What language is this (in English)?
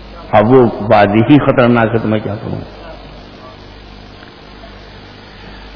Urdu